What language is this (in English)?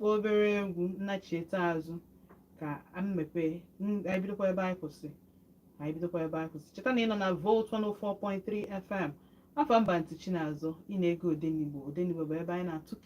Igbo